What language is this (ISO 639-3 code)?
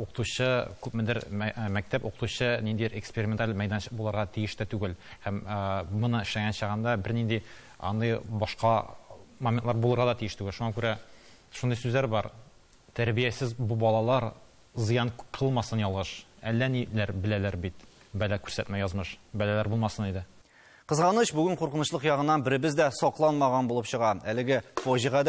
tat